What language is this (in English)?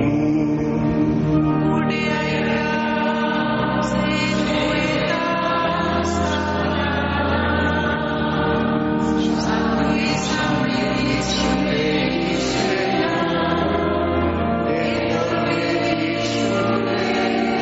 Basque